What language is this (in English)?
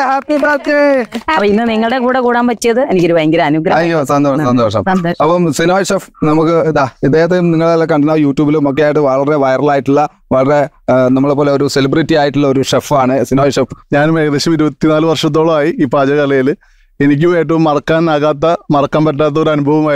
Malayalam